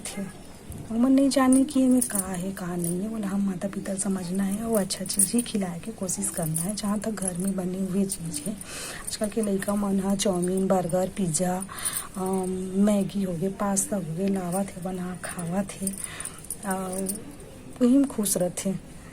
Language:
Chhattisgarhi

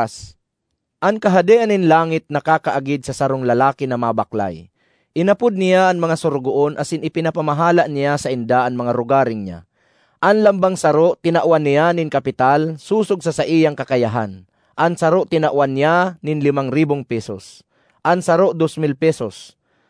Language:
Bikol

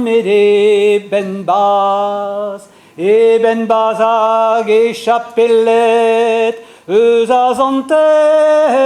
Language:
Breton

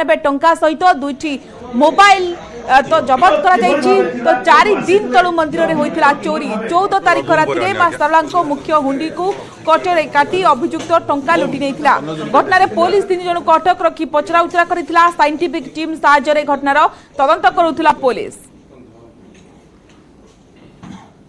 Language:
Odia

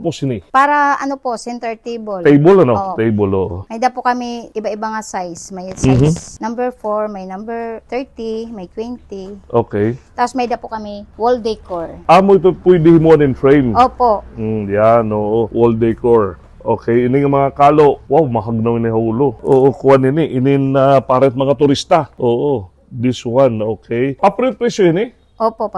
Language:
Waray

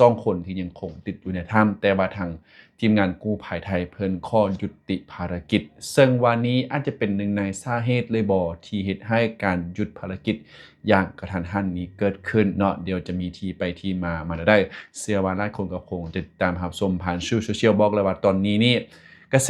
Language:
Lao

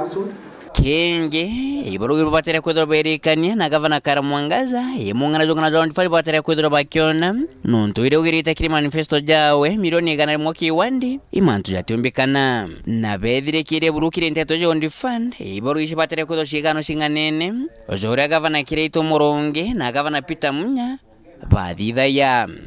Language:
Meru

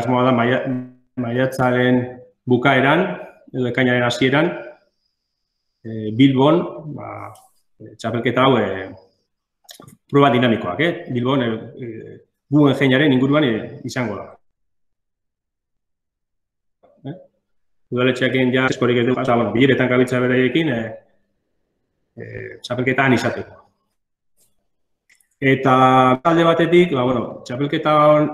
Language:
Basque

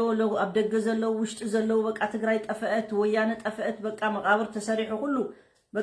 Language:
Tigrinya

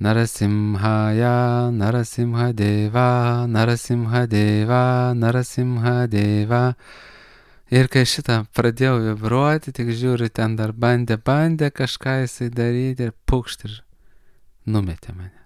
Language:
Lithuanian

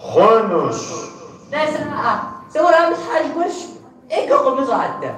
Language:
Kabardian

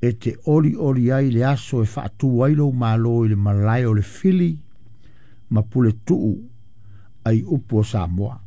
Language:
Samoan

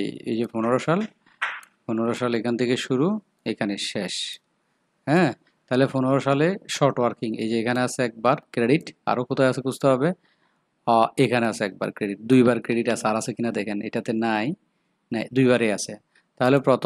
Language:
Bangla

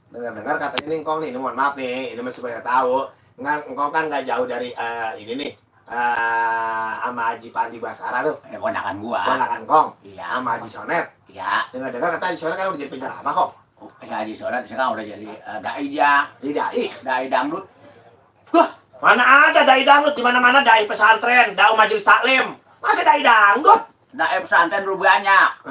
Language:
Betawi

